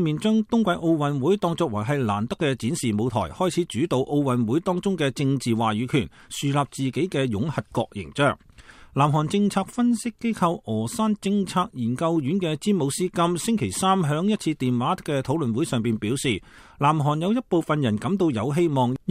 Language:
Cantonese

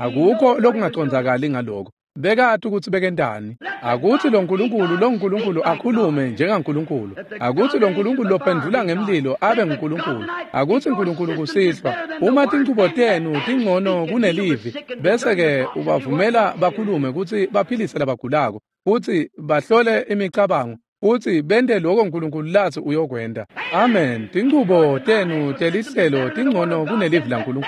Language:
Swati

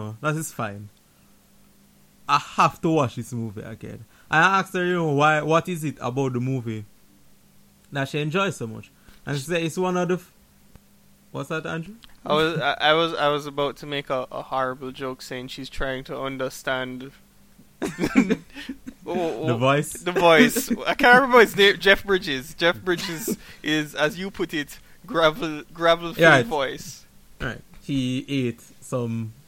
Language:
English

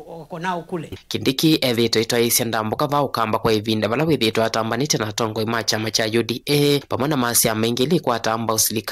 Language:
Kamba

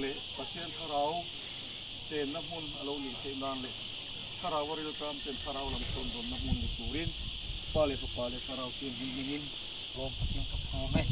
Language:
Mizo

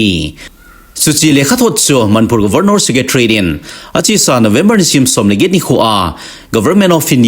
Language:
Thado Chin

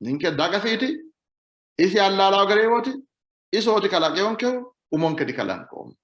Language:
Sidamo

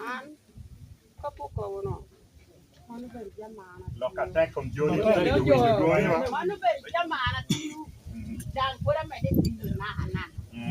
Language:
Lango (Uganda)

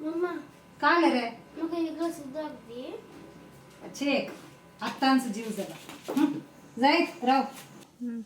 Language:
Konkani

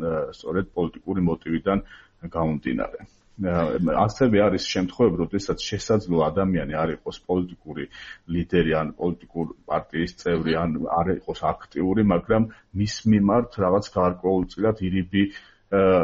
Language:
Georgian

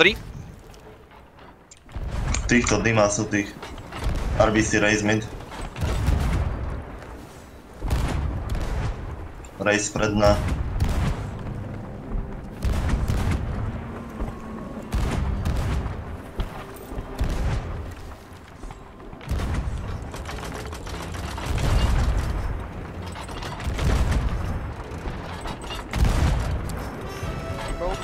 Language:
Czech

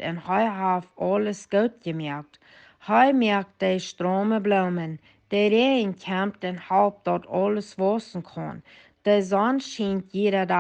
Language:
Plautdietsch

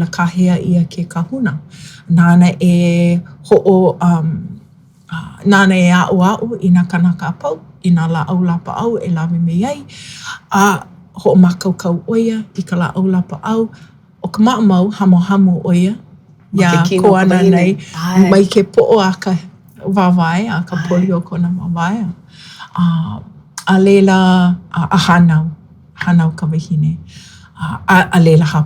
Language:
Hawaiian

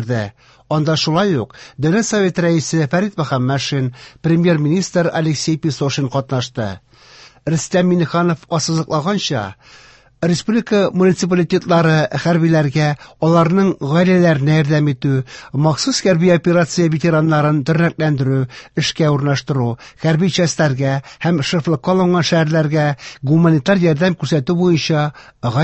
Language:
Tatar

